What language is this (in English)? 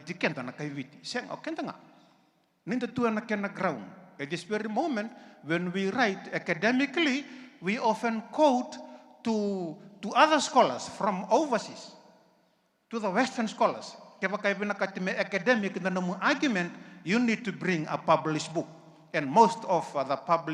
Fijian